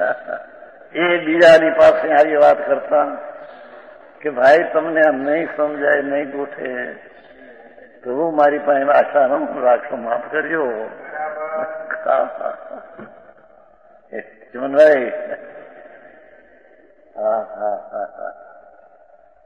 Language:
Gujarati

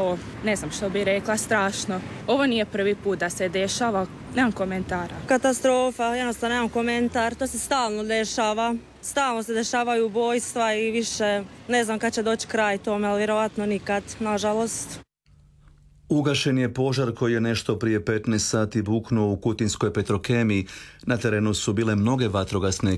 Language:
Croatian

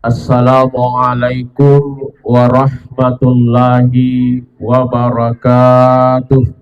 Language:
Buginese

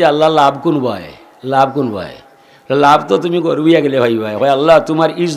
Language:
Sylheti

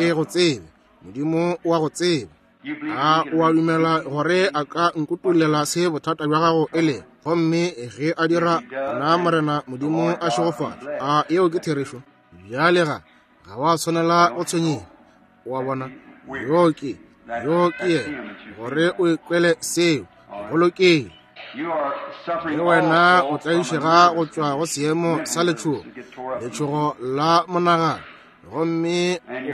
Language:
Northern Sotho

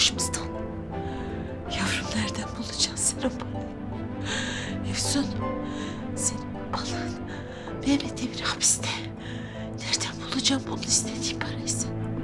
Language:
Turkish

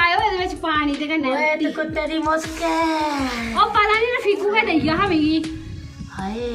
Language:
Dogri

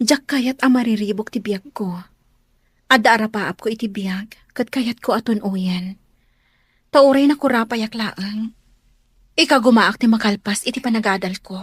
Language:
Iloko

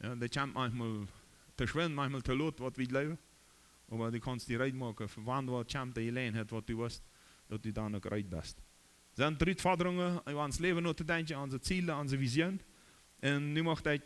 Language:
Plautdietsch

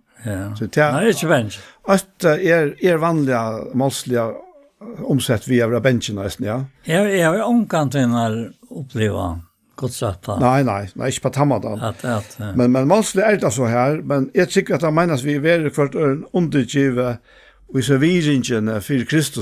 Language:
Faroese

